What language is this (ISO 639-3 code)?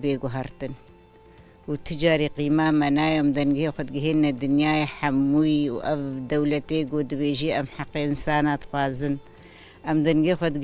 kur